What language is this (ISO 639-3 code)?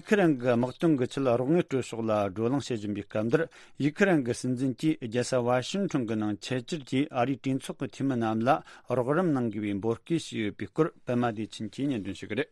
bod